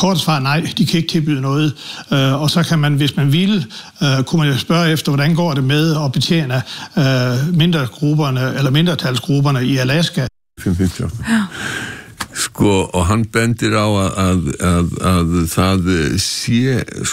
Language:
Icelandic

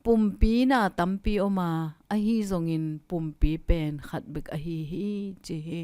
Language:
Tedim Chin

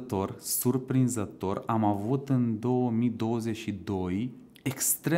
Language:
Romanian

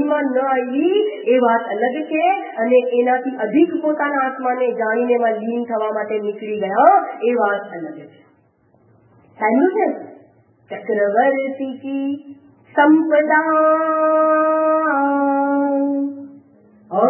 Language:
Gujarati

